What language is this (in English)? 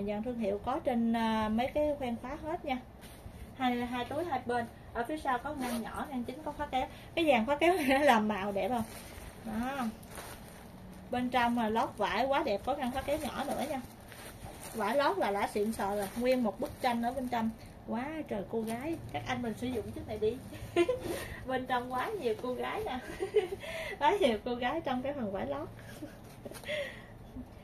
Vietnamese